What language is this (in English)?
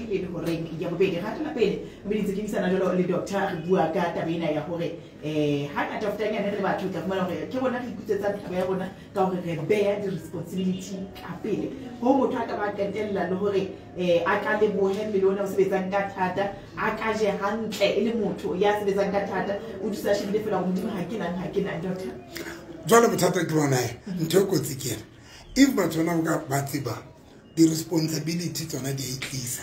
Tswana